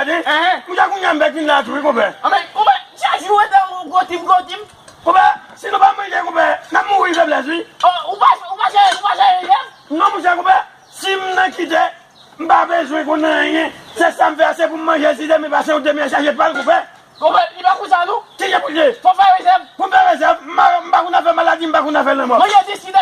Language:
Haitian Creole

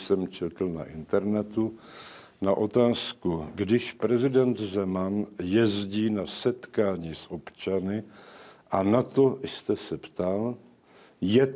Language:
Czech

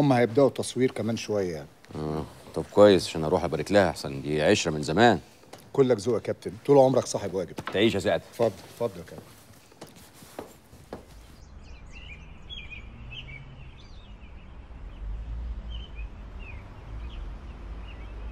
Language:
Egyptian Arabic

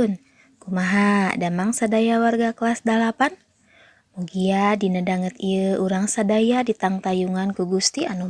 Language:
Sundanese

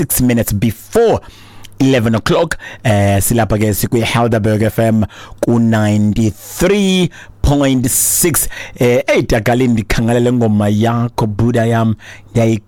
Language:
Xhosa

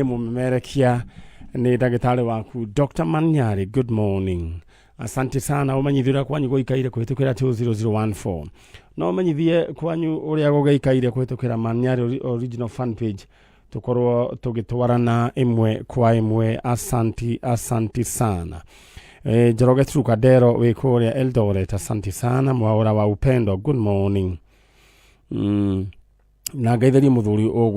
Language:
Kikuyu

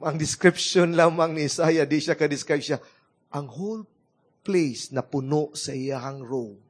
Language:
Cebuano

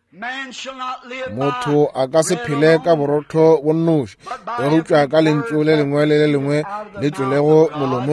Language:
Northern Sotho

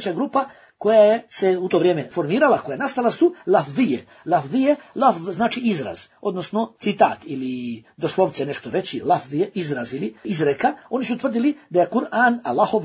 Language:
Bosnian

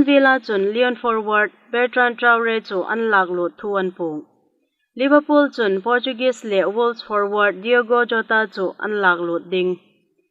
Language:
Hmar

